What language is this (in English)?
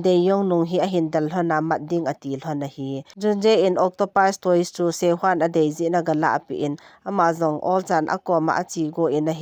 Thado Chin